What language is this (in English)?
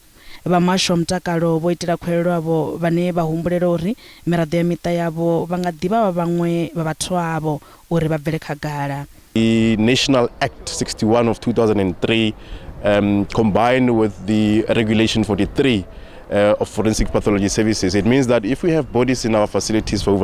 Venda